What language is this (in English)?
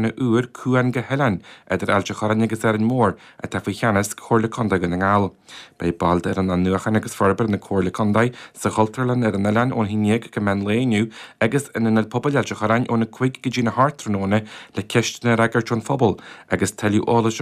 Irish